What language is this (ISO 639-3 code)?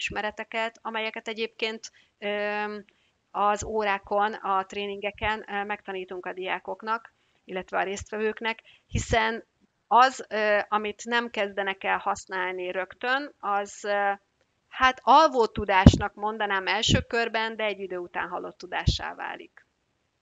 hun